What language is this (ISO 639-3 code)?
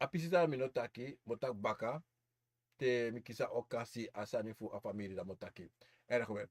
srn